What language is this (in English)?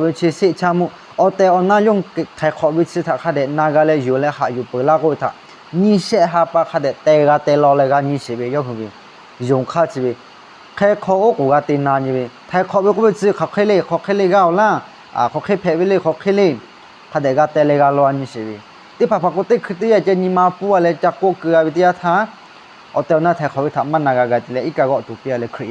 Lahu